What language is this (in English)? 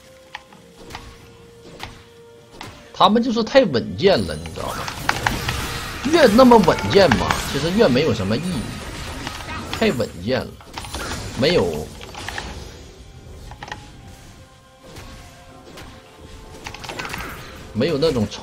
Chinese